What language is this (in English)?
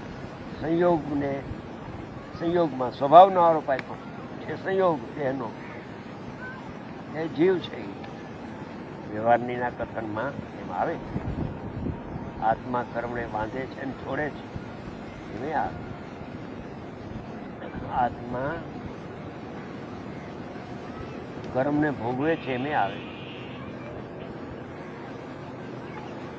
Gujarati